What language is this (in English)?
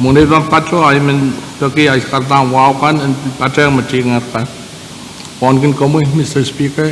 Pohnpeian